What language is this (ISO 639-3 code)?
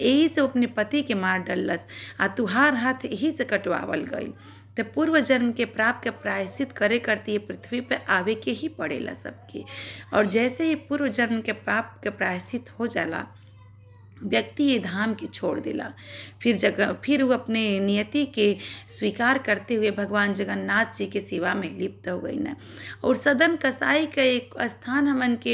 bho